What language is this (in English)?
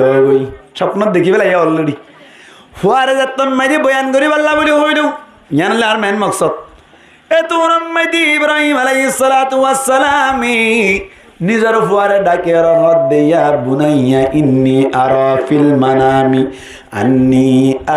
Rohingya